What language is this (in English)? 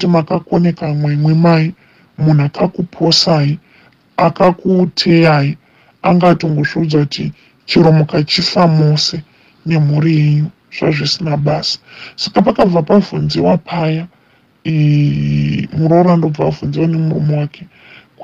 Shona